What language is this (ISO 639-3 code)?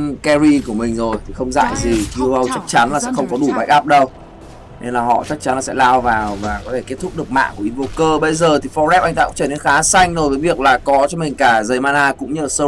vie